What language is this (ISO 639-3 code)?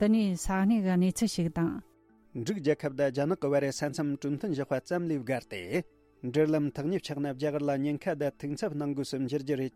bod